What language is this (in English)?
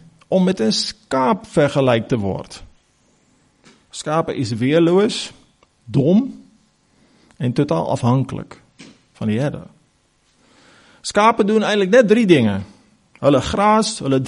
Afrikaans